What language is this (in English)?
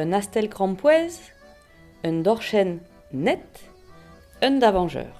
Breton